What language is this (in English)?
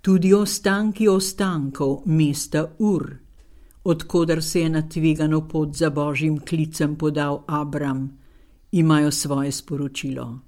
Slovenian